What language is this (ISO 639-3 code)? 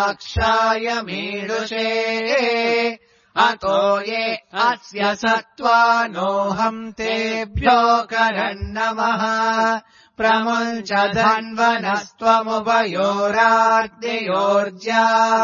san